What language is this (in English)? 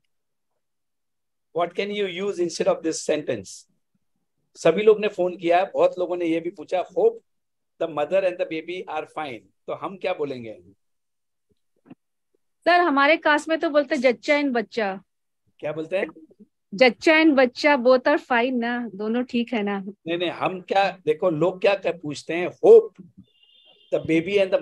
Hindi